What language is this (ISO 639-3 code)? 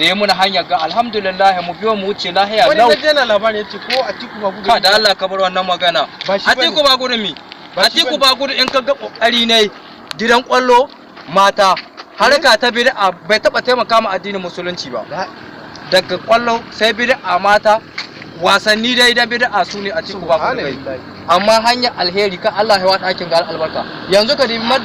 hau